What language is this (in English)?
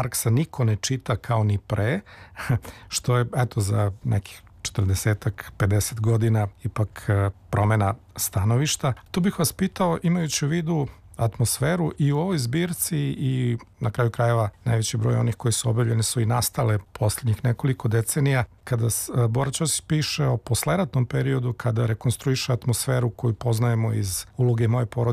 Serbian